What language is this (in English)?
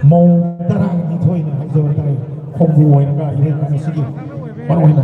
Manipuri